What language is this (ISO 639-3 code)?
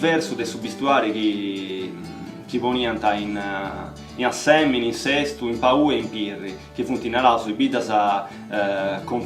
srd